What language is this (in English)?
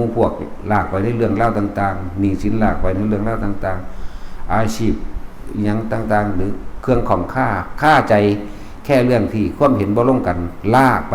Lao